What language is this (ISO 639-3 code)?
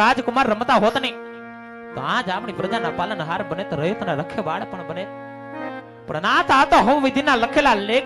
guj